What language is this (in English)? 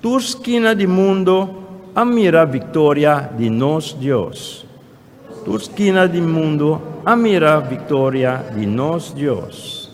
Papiamento